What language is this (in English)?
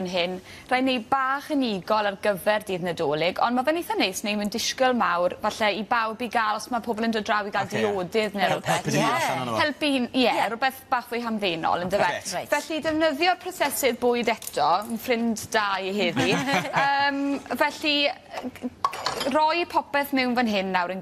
Welsh